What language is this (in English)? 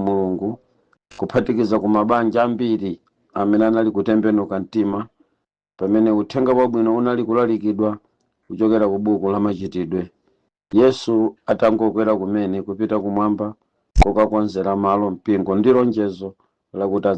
Nyanja